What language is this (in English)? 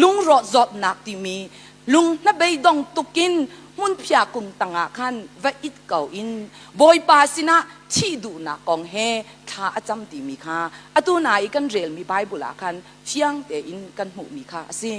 Hakha Chin